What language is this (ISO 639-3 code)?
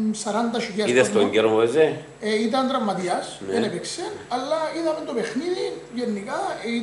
ell